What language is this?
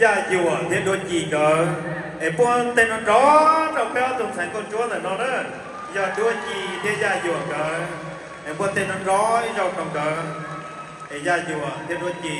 Hmong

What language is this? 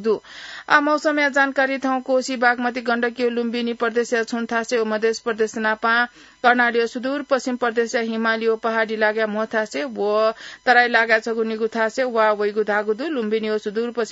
Newari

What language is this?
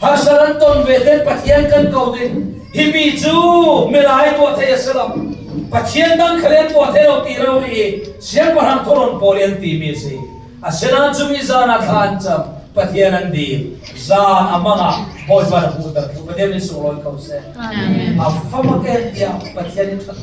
Falam Chin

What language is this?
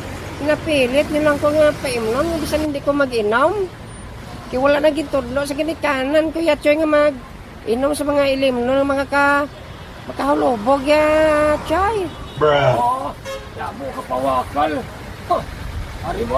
Hiligaynon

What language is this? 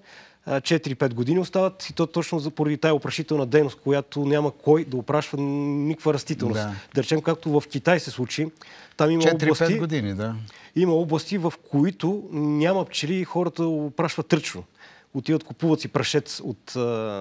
Bulgarian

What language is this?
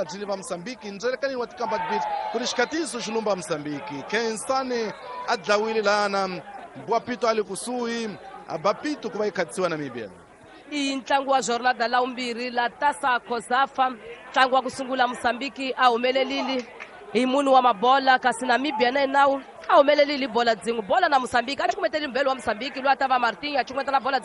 Tsonga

